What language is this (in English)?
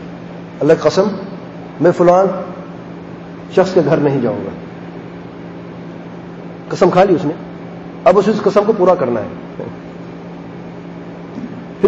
Urdu